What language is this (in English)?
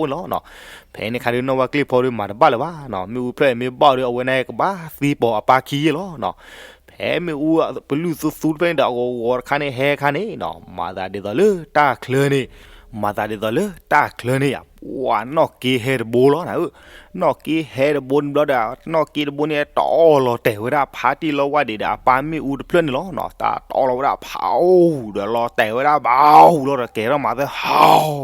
S'gaw Karen